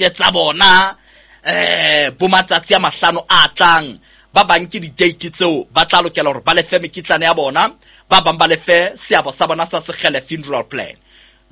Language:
Southern Sotho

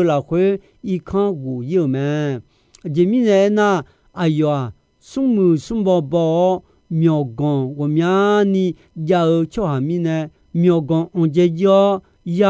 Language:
Akha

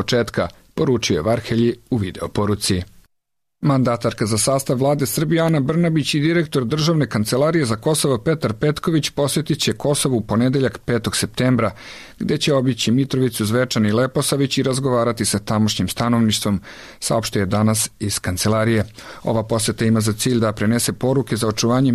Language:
Serbian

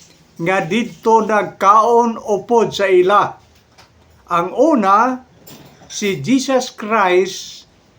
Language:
Hiligaynon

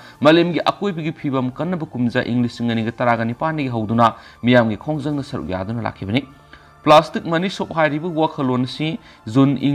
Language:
Manipuri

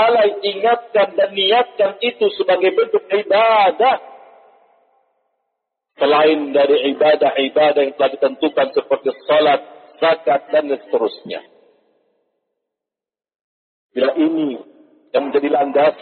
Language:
Indonesian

